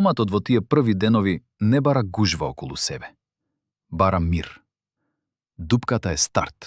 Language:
Macedonian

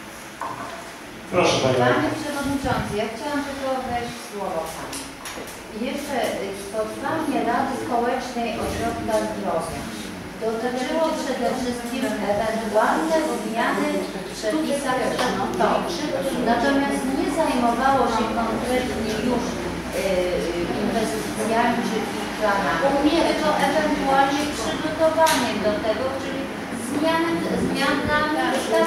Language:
Polish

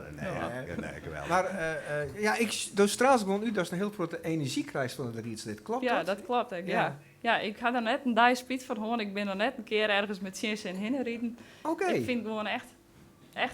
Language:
Western Frisian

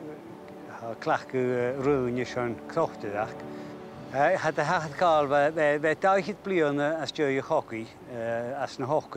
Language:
Scottish Gaelic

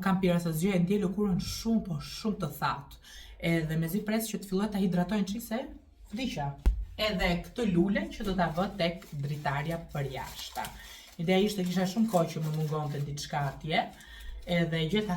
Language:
Albanian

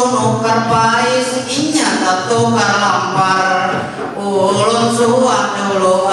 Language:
Banjar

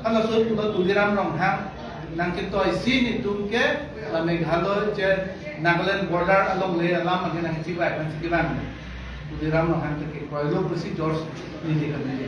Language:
Karbi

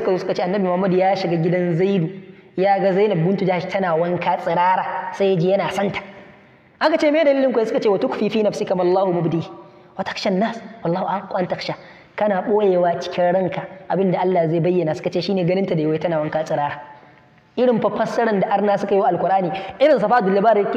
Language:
Hausa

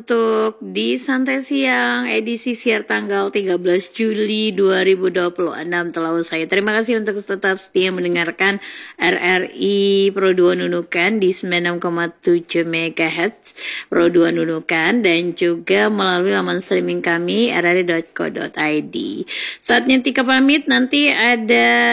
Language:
Indonesian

